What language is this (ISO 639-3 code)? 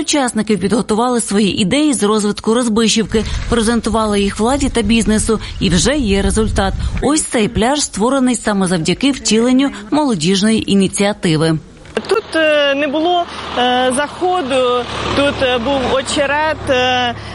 ukr